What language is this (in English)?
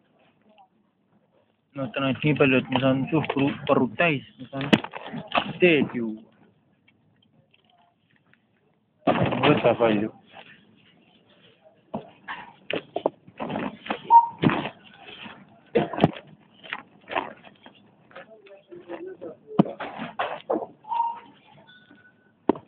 Estonian